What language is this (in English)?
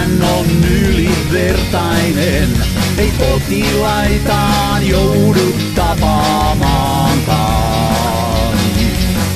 Finnish